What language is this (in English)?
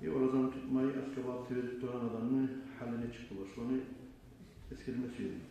Kumyk